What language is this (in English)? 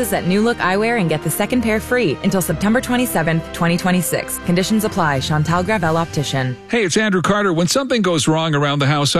English